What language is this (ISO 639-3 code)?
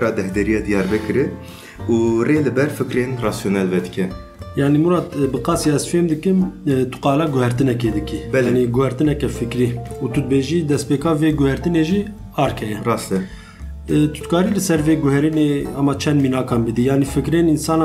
kur